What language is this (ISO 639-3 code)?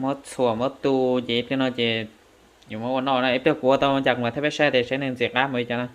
hmn